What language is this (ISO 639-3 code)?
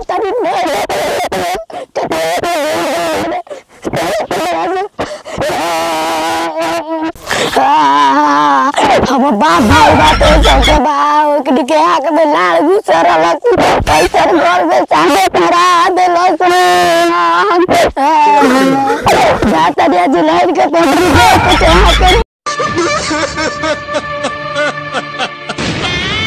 bho